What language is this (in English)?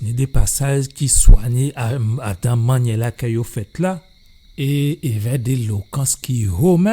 Guadeloupean Creole French